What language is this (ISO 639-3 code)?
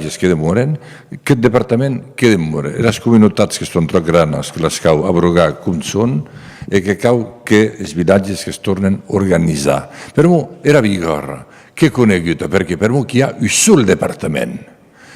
oci